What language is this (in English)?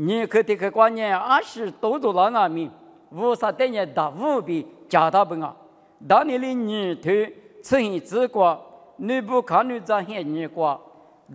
Lisu